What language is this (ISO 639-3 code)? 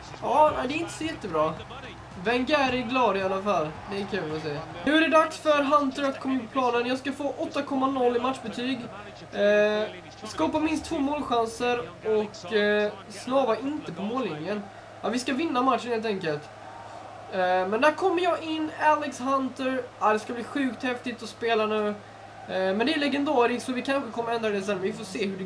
swe